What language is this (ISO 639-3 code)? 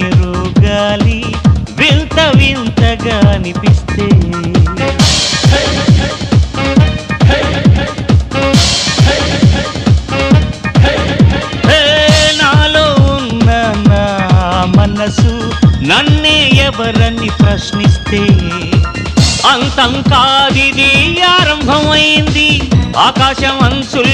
tel